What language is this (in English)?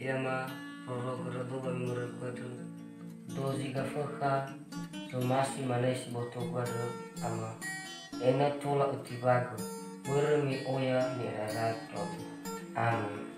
Nias